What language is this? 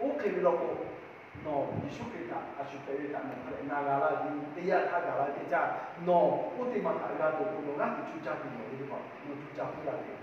Lahu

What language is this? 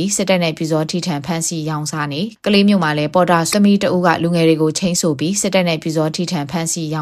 Burmese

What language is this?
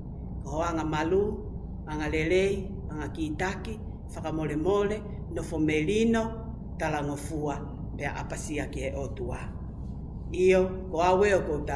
Tongan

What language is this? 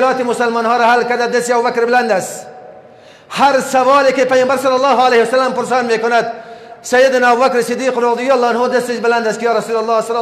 Persian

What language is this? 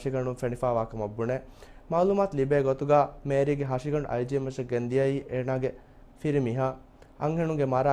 Divehi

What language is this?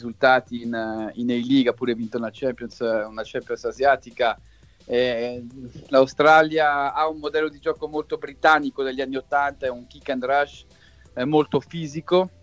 Italian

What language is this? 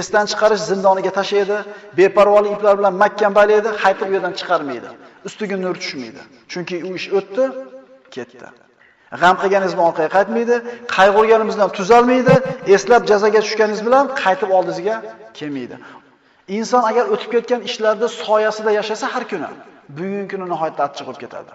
Uzbek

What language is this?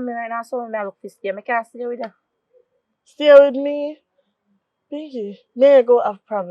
Jamaican Creole English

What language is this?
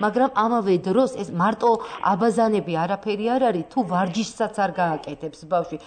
Georgian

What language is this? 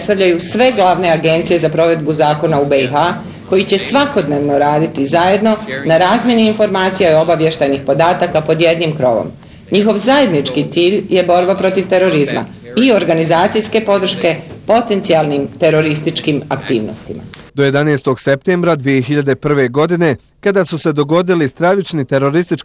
Bosnian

